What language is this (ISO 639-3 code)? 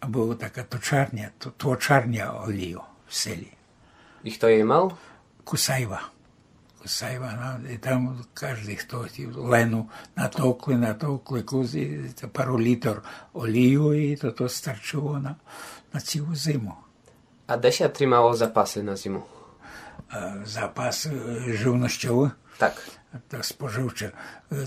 rue